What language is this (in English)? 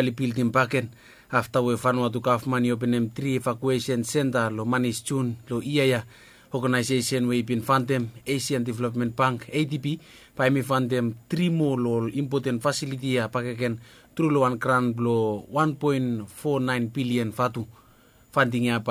Bislama